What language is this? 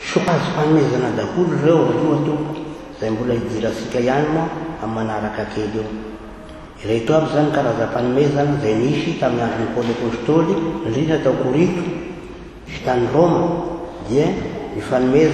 Malagasy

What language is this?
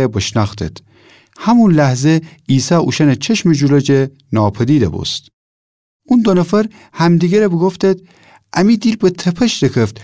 Gilaki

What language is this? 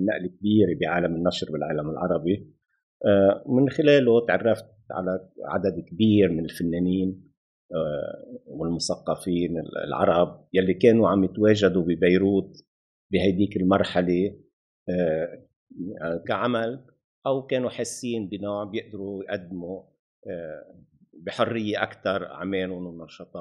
North Levantine Arabic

